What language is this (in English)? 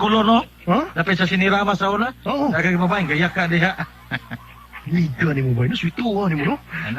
Cebuano